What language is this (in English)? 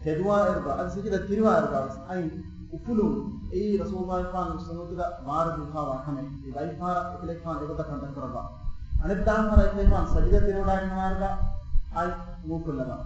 Divehi